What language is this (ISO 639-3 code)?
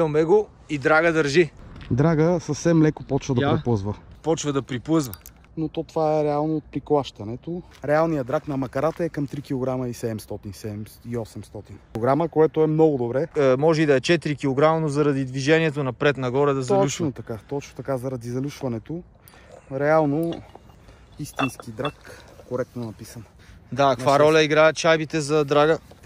bul